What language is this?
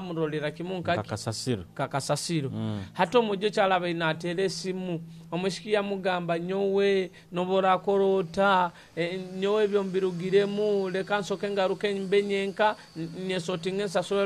Nyoro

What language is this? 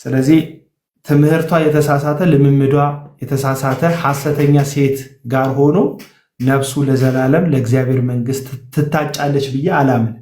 Amharic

